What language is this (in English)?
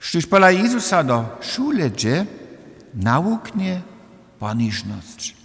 Upper Sorbian